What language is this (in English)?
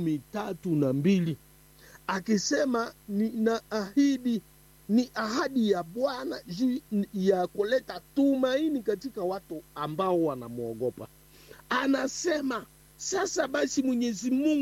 Swahili